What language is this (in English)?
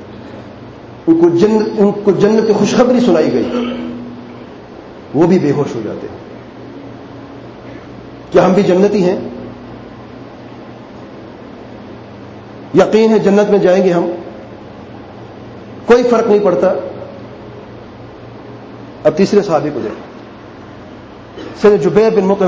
Urdu